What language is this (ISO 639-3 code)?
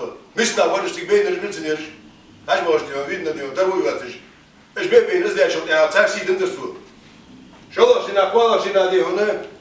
inh